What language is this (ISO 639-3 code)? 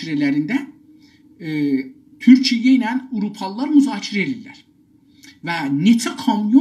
azb